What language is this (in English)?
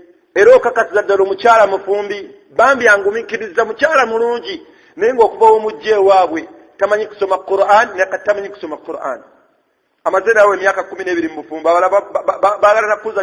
Ganda